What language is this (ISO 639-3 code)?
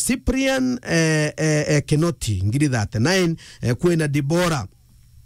mer